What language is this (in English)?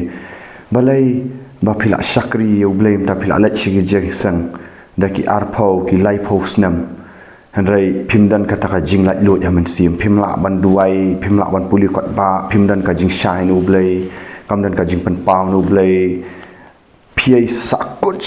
Khasi